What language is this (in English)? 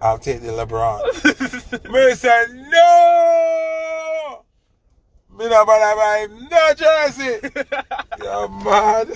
Jamaican Creole English